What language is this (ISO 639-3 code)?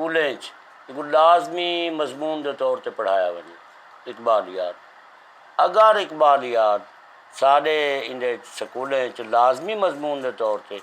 skr